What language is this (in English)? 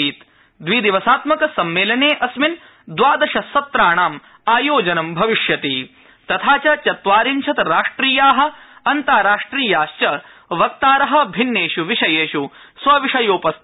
Sanskrit